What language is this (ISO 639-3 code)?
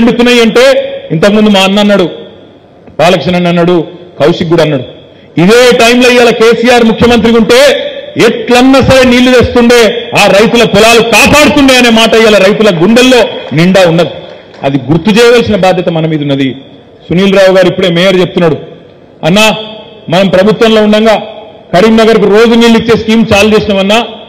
tel